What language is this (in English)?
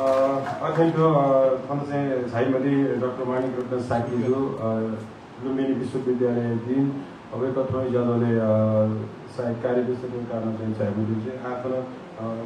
Newari